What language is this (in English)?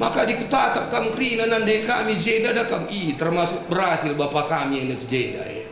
Batak Karo